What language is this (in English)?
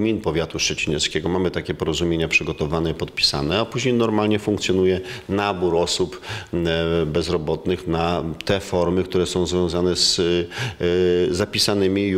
Polish